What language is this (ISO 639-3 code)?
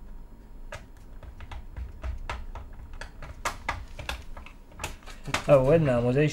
ita